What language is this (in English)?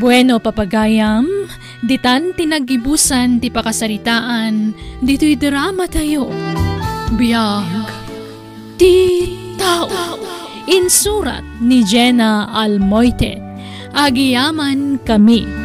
Iloko